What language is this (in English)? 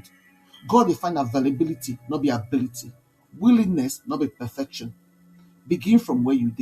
Nigerian Pidgin